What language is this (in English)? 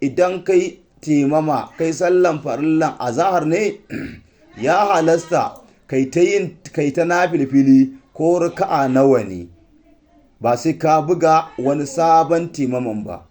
Hausa